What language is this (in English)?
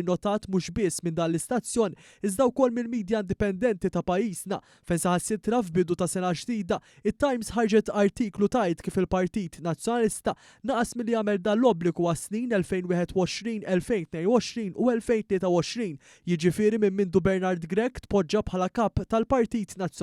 Maltese